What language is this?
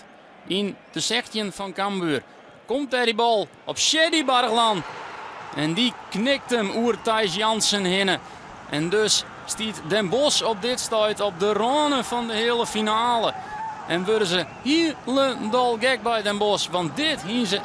Western Frisian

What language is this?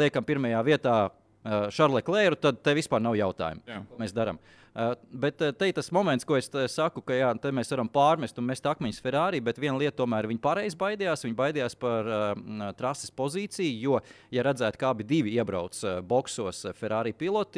Latvian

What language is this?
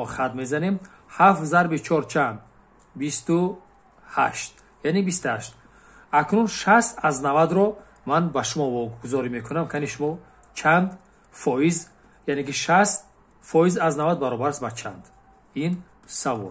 Tajik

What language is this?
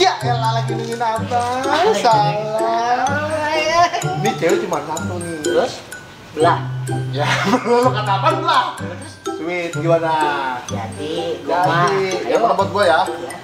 Betawi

